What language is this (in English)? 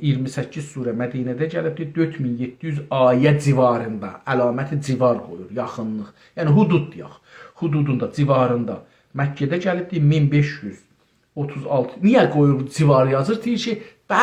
South Azerbaijani